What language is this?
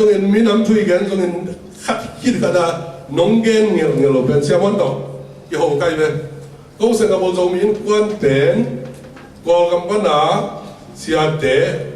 Tedim Chin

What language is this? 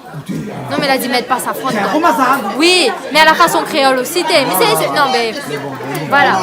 Réunion Creole French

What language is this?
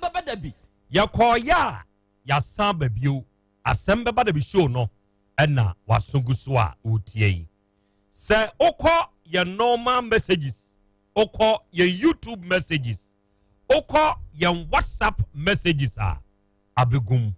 Akan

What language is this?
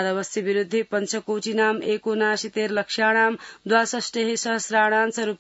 Sanskrit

